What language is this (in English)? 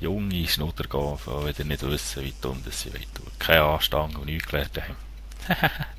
Swiss German